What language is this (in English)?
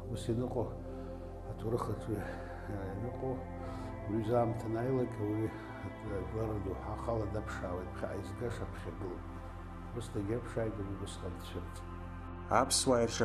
Abkhazian